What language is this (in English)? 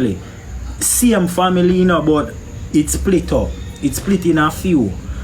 Jamaican Creole English